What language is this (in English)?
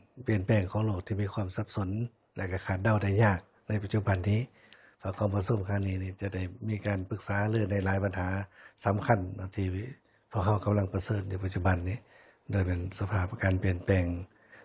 Lao